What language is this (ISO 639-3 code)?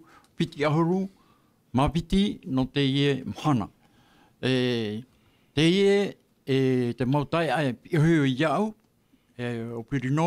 tah